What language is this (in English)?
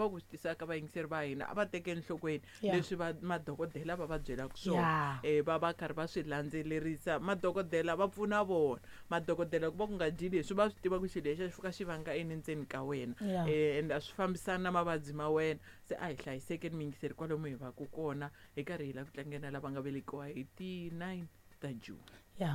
Tsonga